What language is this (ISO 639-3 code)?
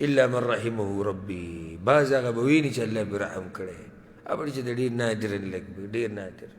pus